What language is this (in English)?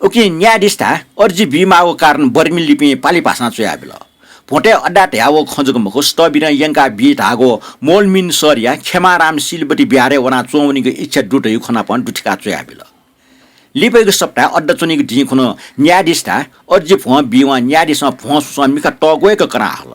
Newari